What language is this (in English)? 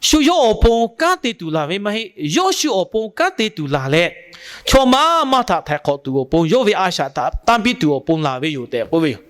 Lahu